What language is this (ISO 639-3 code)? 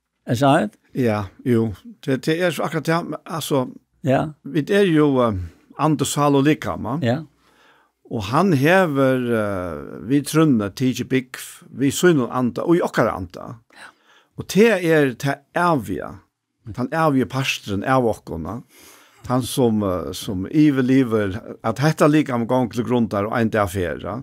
fao